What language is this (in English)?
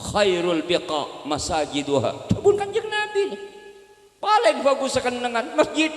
Madurese